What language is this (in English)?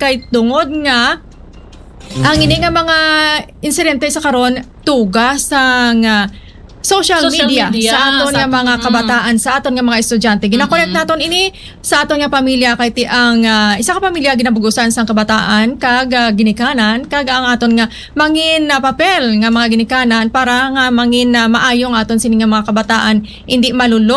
Hiligaynon